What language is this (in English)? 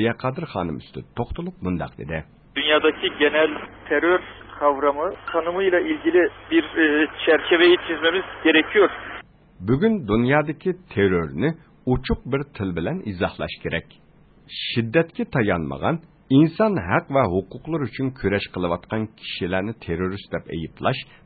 Uyghur